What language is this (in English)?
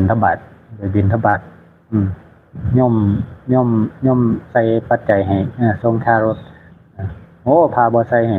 Northeastern Thai